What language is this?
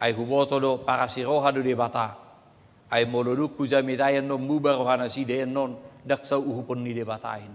Batak Toba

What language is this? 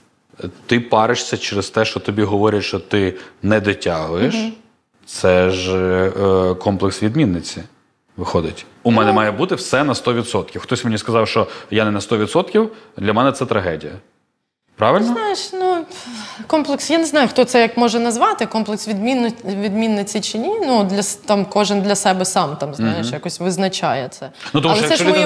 Ukrainian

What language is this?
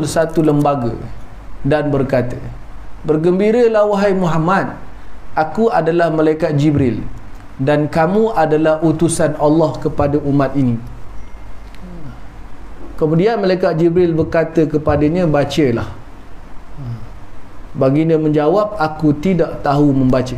Malay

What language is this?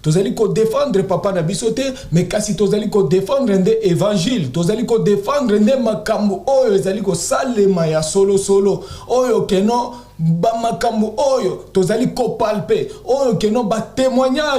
Lingala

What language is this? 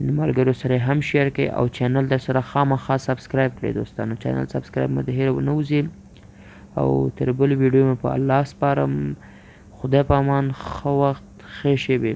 Pashto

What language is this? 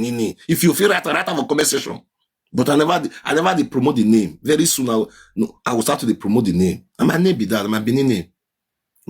Nigerian Pidgin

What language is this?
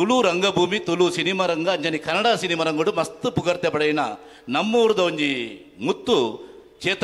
Tulu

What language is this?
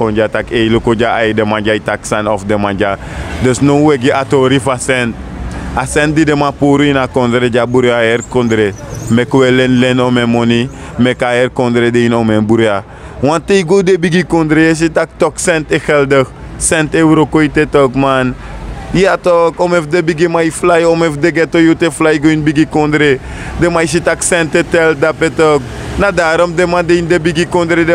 Sranan Tongo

